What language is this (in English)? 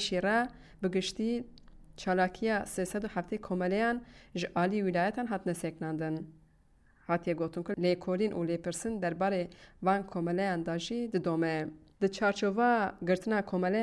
Kurdish